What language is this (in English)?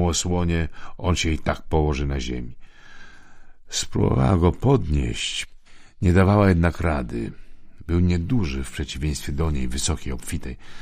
Polish